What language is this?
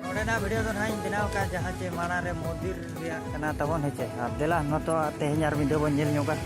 Santali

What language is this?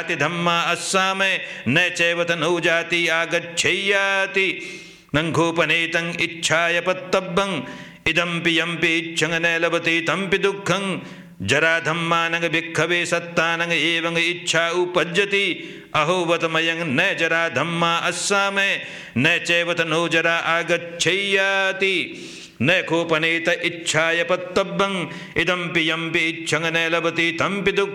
Pali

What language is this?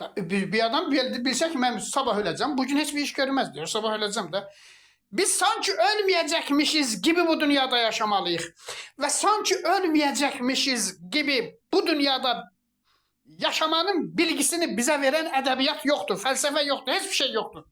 Azerbaijani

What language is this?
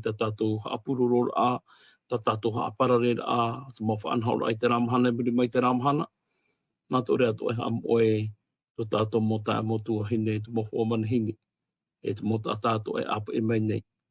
Tahitian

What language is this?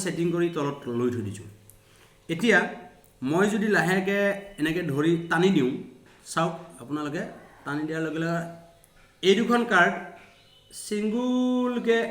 Assamese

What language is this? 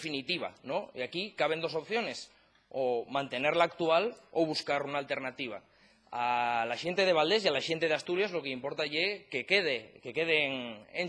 Asturian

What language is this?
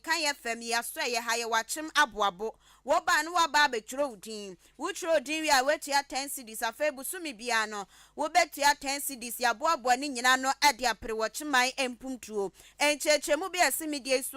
Akan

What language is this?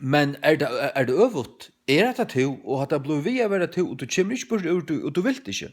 Faroese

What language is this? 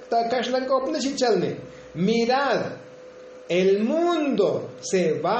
Tzotzil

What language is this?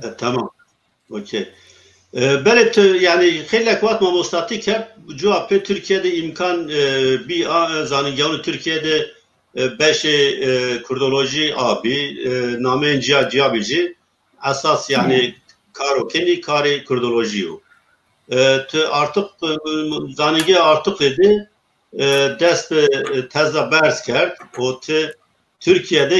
Zaza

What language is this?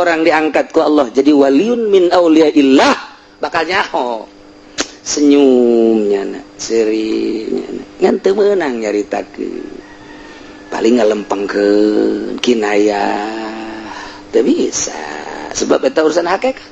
Sundanese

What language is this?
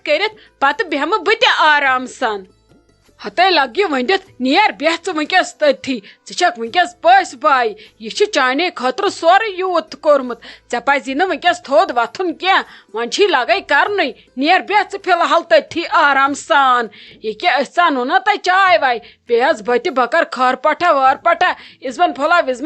Kashmiri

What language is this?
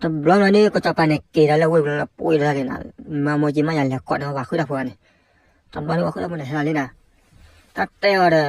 S'gaw Karen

